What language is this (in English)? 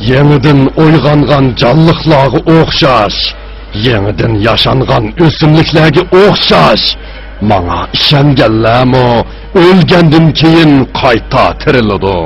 Uyghur